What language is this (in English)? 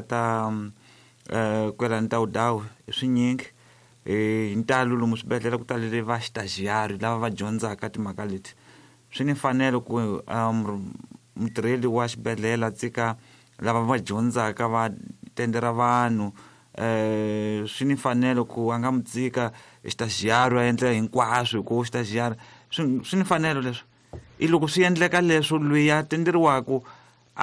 Tsonga